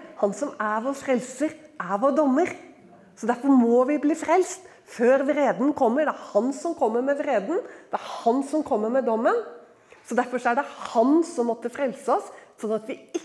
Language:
Norwegian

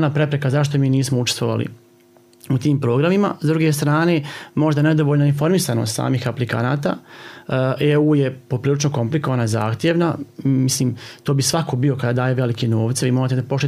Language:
Serbian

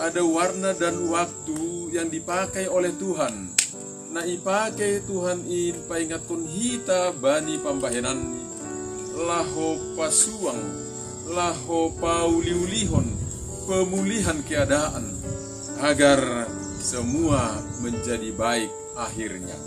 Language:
Batak Simalungun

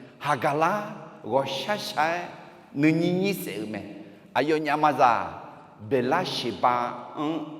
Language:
Akha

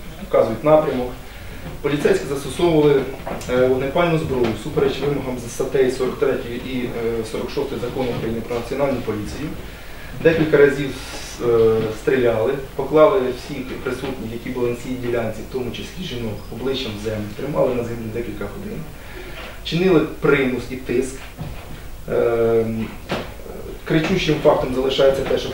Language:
Ukrainian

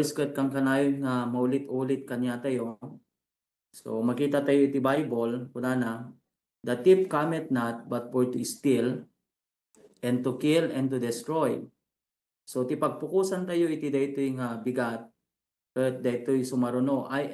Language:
Iloko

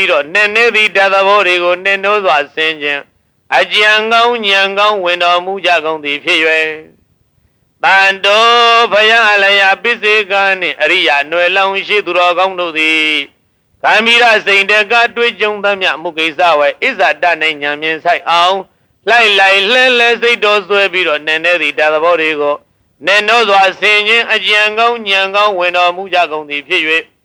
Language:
Burmese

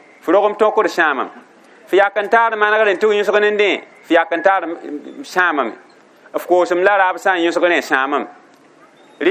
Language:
Mossi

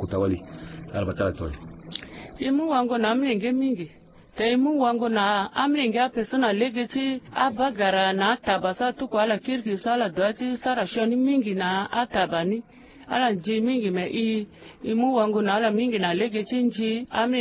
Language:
Sango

